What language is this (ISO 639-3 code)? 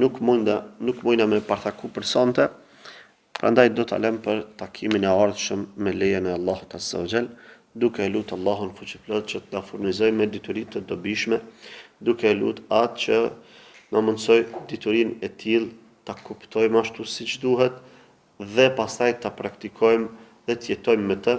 sqi